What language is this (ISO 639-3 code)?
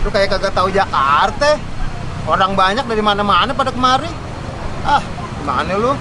bew